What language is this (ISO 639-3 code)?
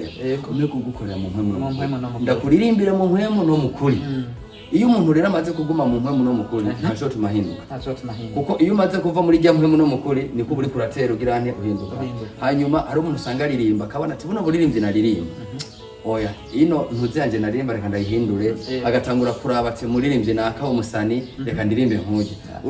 run